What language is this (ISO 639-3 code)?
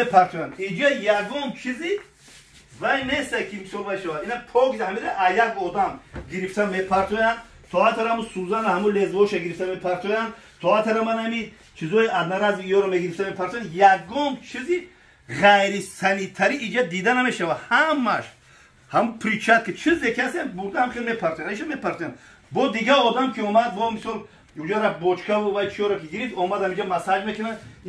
tgk